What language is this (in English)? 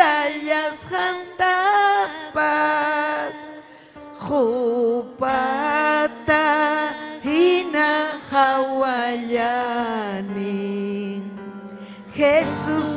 Ayacucho Quechua